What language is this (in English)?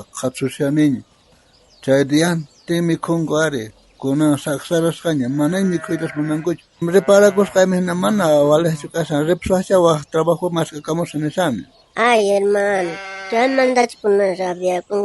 South Bolivian Quechua